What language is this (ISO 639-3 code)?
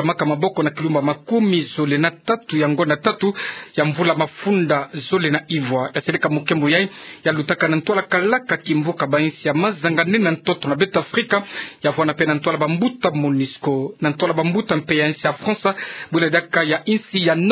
ktu